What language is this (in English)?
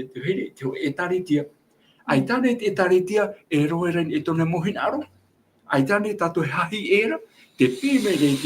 Tahitian